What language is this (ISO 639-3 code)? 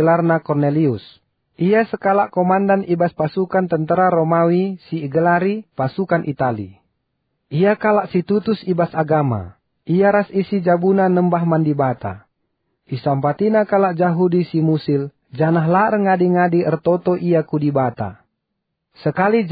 btx